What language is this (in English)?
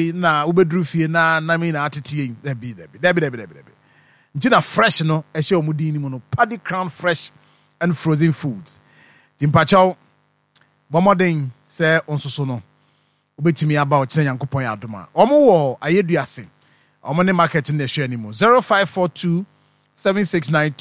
Akan